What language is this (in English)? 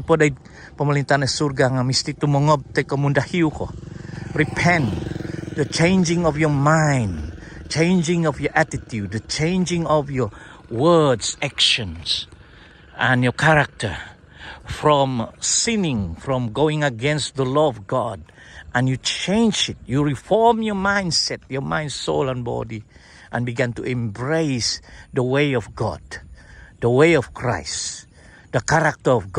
Central Dusun